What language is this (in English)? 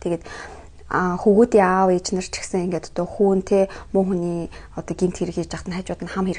Mongolian